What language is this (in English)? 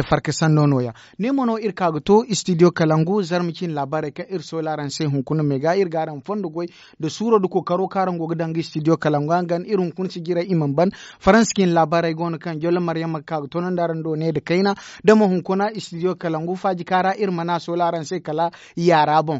Zarma